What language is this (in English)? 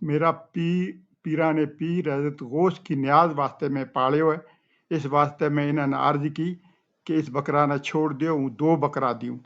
Gujari